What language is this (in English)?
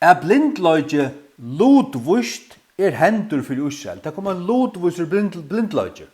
Faroese